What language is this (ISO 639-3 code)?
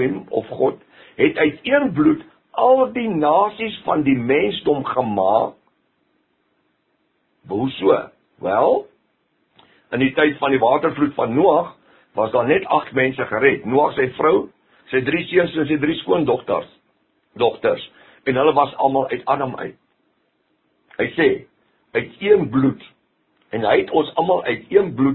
afr